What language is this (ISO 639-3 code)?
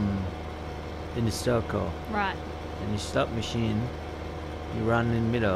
eng